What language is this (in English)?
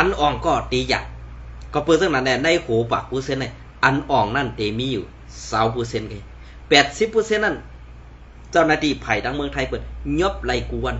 Shan